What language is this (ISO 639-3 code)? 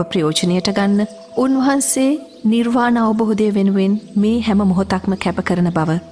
sin